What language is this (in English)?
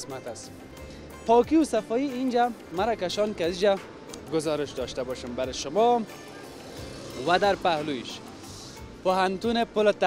Persian